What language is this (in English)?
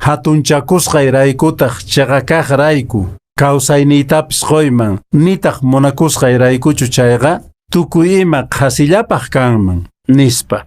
Quechua